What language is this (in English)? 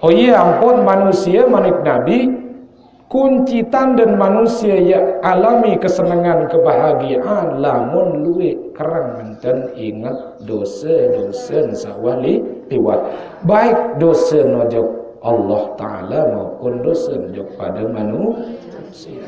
Sasak